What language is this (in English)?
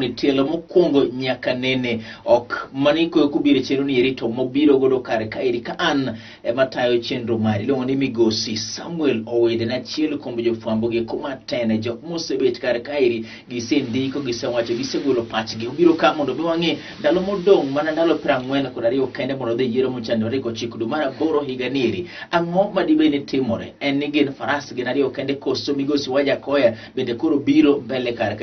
Luo (Kenya and Tanzania)